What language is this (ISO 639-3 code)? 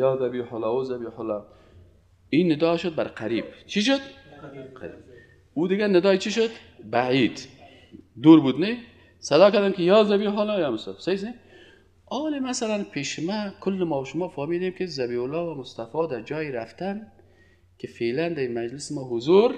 fas